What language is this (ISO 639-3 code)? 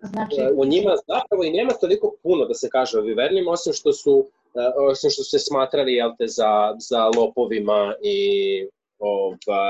srp